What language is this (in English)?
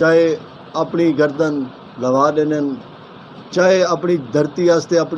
Saraiki